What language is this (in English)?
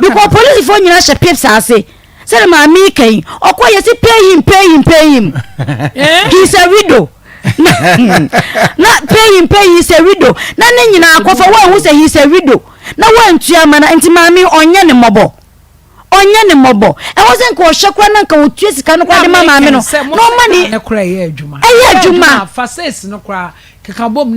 Akan